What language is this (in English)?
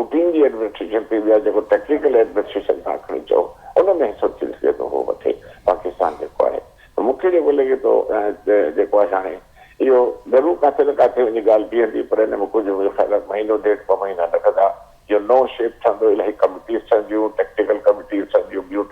Sindhi